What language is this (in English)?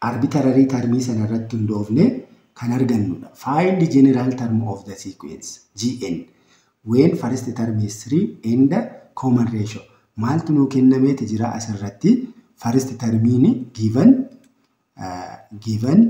Oromo